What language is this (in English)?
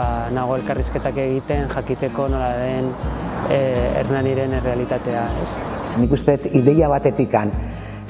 Basque